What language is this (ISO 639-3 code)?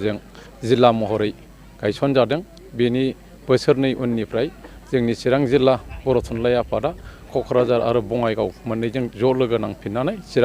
brx